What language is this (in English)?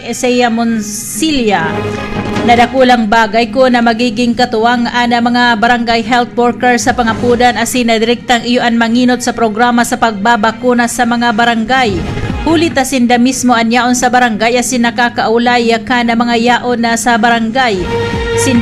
Bikol